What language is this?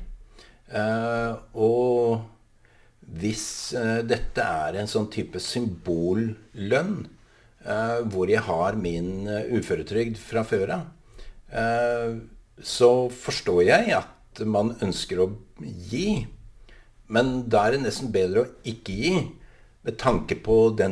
Norwegian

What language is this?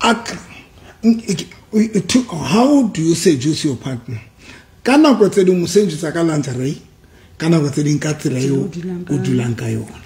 Southern Sotho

